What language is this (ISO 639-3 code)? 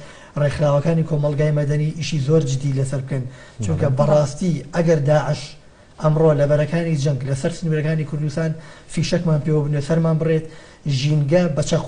ckb